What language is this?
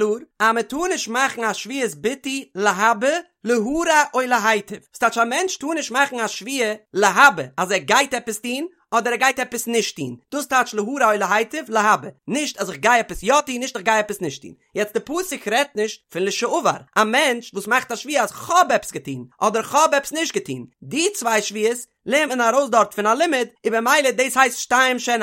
Yiddish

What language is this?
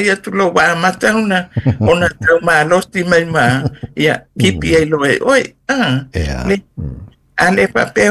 Samoan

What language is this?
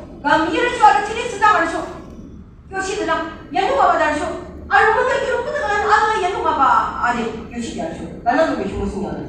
Yimchungru Naga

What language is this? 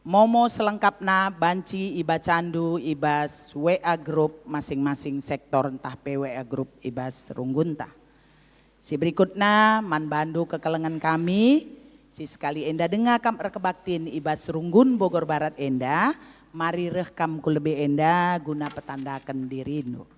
Batak Karo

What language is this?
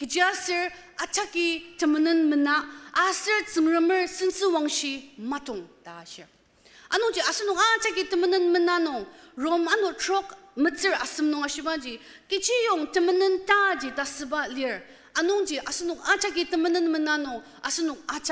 Ao Naga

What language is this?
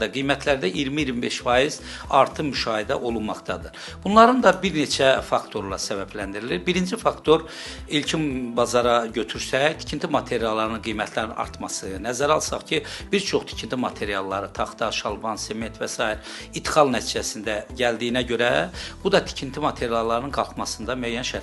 Azerbaijani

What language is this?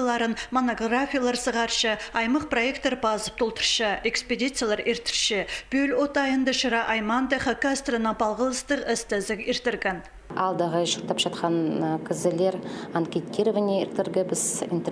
Khakas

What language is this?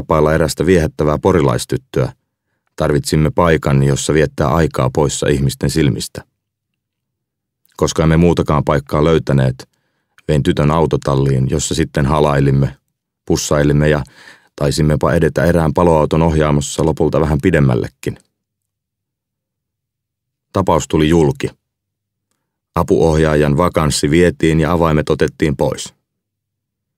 Finnish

